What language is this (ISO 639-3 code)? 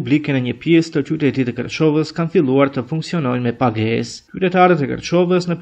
sqi